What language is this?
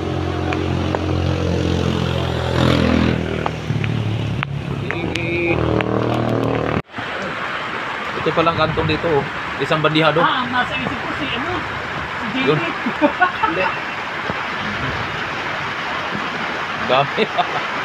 Filipino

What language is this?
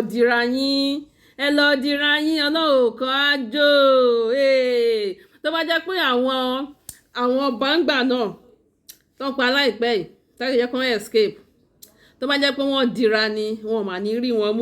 Yoruba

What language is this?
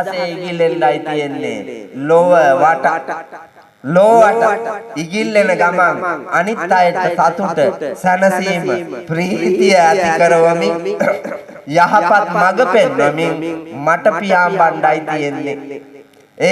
Sinhala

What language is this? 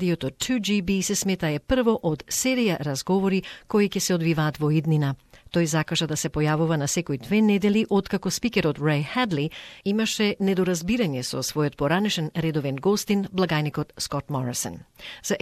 Macedonian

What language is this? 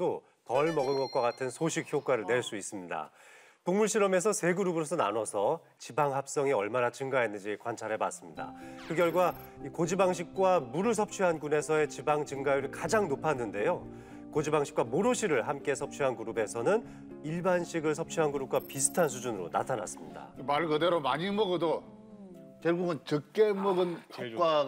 Korean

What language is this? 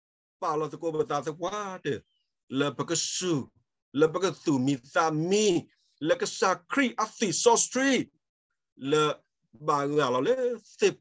S'gaw Karen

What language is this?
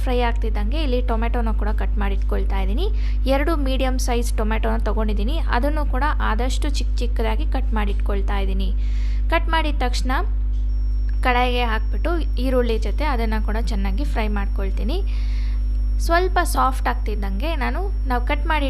Kannada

